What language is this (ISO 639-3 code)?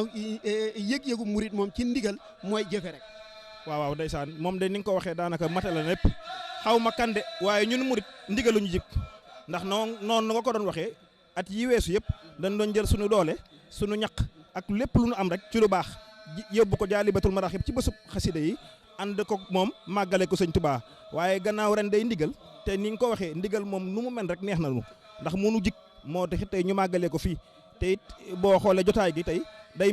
wol